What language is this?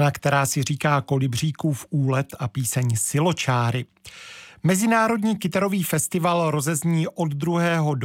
Czech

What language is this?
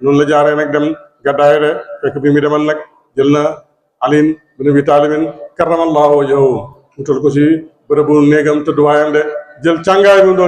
Wolof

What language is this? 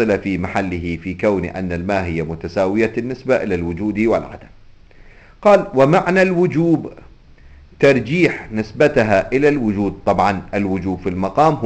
Arabic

